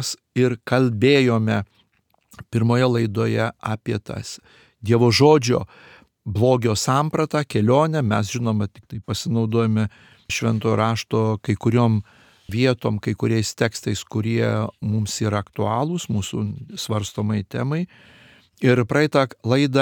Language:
Lithuanian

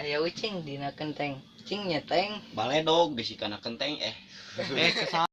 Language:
Sundanese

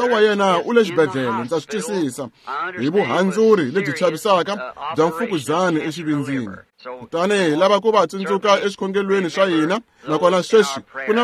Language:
Tsonga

